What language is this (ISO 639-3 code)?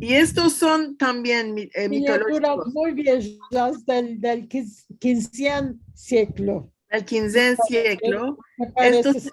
lad